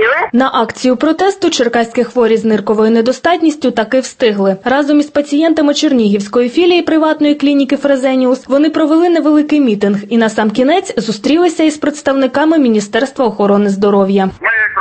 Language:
Ukrainian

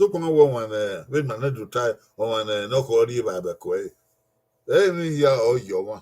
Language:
Bini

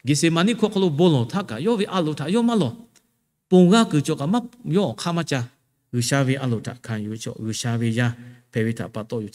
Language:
Lahu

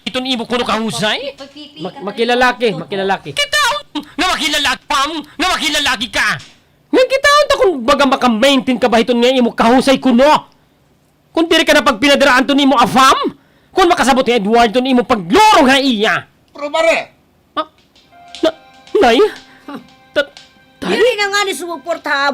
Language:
Waray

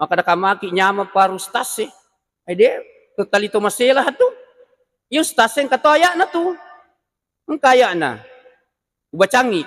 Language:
Buginese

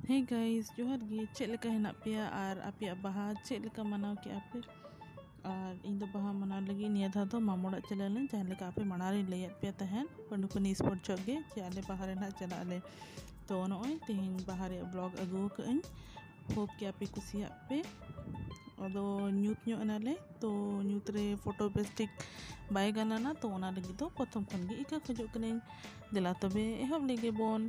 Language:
Santali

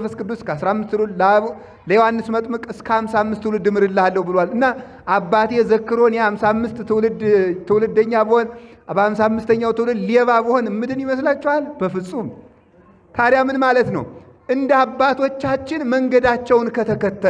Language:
Amharic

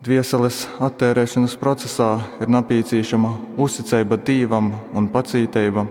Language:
Latgalian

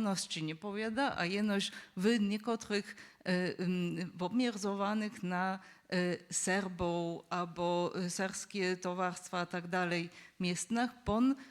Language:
Upper Sorbian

